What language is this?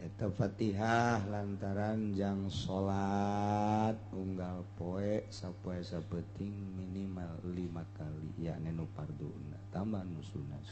Sundanese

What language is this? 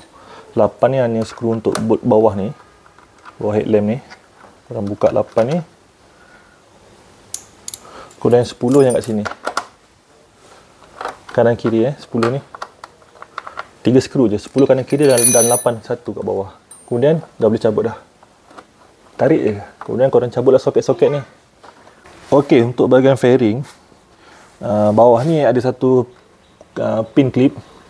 Malay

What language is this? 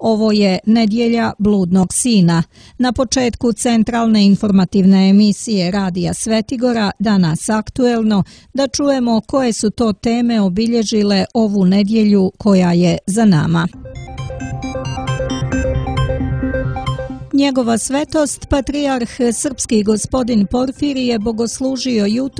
Serbian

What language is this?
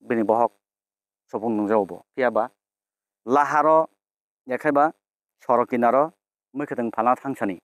Kok Borok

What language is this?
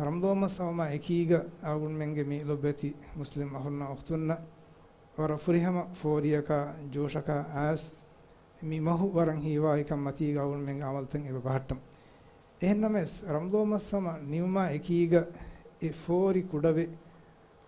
Divehi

